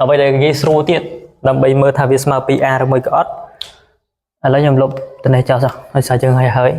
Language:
Khmer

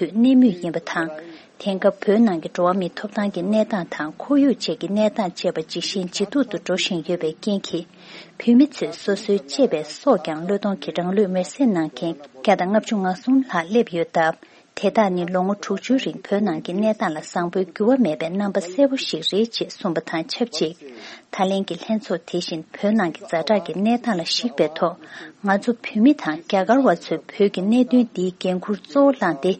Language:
Tibetan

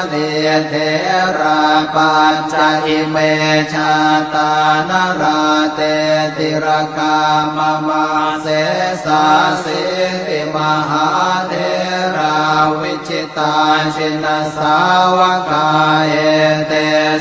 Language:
Pali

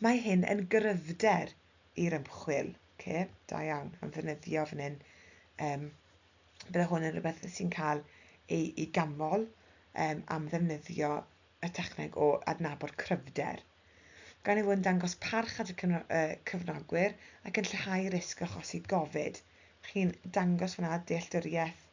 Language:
Welsh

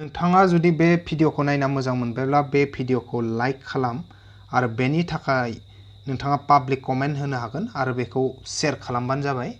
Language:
Bodo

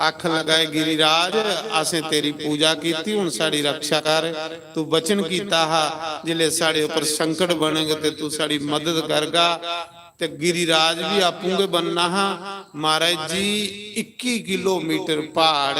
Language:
Dogri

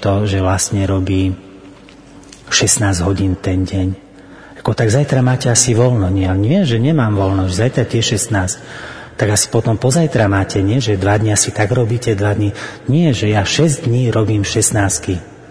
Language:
Slovak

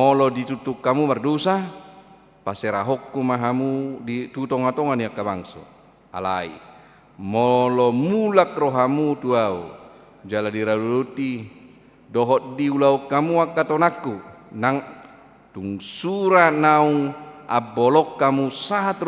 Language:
Batak Toba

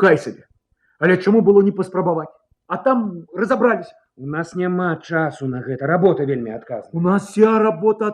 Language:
Belarusian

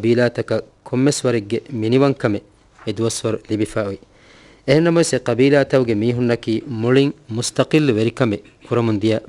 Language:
Divehi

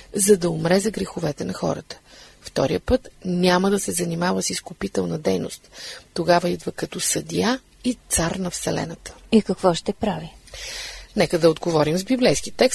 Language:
Bulgarian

